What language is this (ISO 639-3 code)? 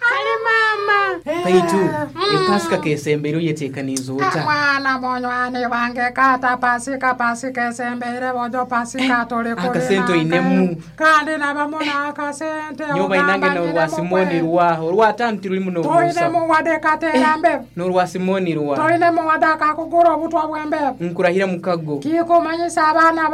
nyo